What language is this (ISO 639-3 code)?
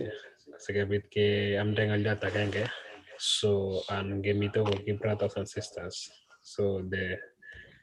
kln